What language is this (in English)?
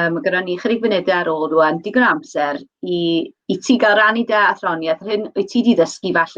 Welsh